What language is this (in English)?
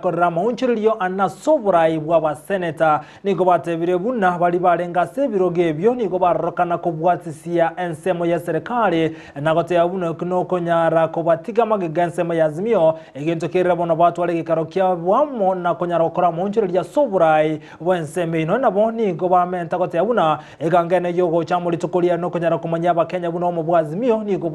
Gusii